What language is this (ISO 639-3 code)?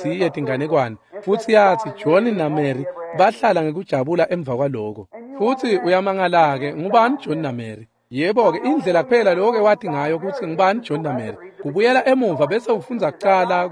ssw